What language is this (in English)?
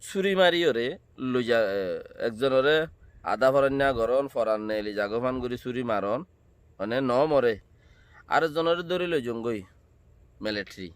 Rohingya